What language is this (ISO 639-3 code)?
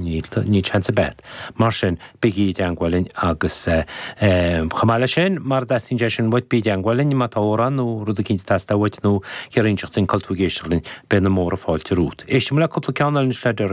gle